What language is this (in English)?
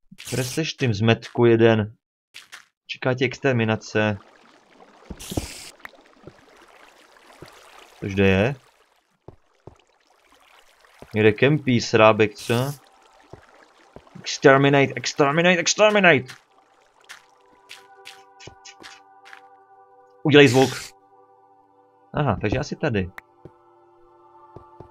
Czech